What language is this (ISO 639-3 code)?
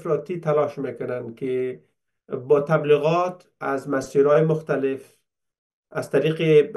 tgk